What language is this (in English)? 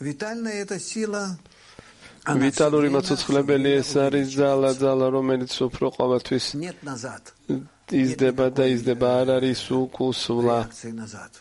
Georgian